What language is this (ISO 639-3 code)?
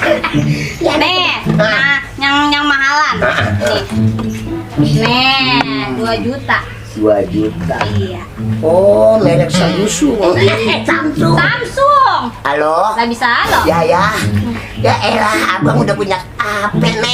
bew